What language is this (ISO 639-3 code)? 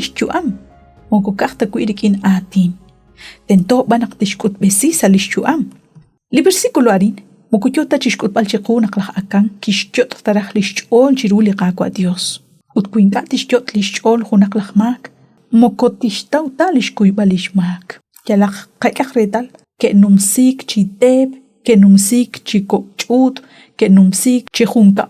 kek